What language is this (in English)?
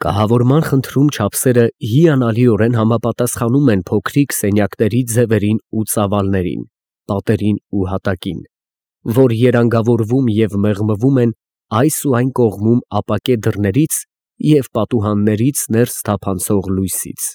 Armenian